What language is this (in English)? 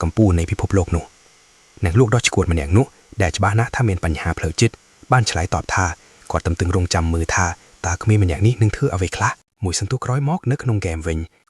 Khmer